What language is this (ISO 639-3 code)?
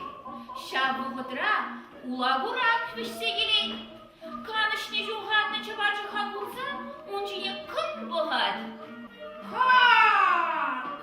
chv